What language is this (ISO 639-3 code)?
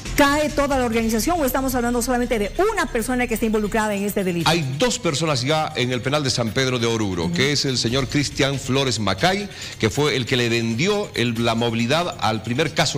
spa